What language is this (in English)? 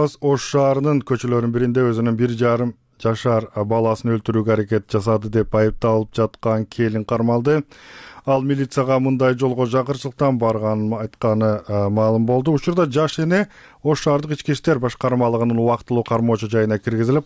Kyrgyz